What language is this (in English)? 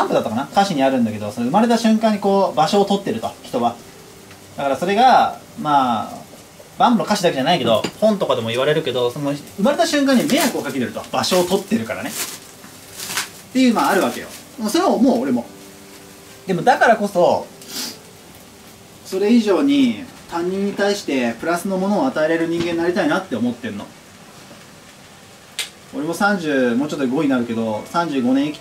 Japanese